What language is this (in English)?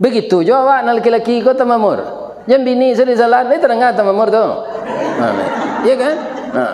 Minangkabau